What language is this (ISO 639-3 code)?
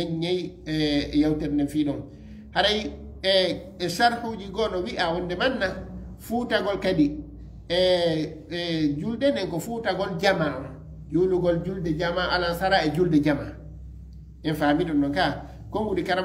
ful